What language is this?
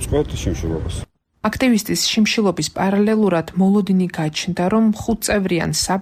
Georgian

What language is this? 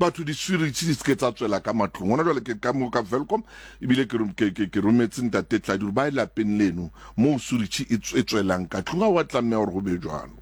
Southern Sotho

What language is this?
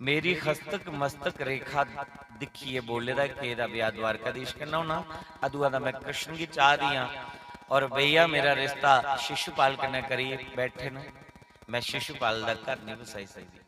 Dogri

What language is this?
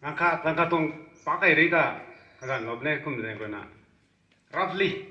Rongmei Naga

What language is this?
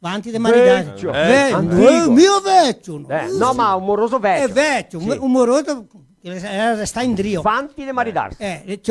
Venetian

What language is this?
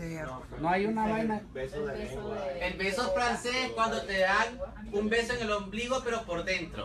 Spanish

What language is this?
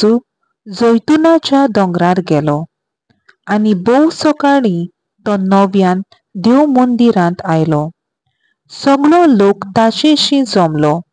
Konkani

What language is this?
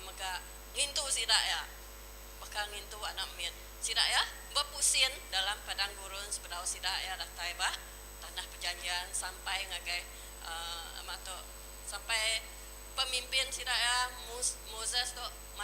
Iban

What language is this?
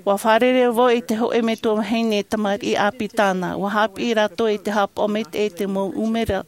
Tahitian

